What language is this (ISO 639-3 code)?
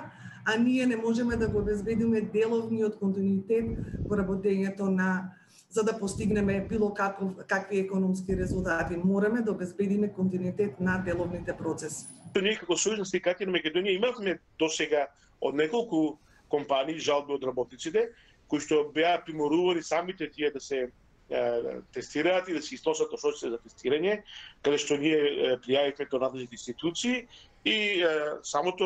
mkd